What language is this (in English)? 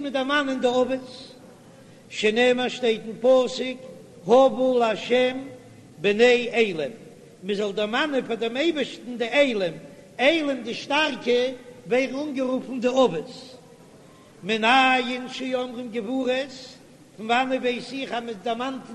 Yiddish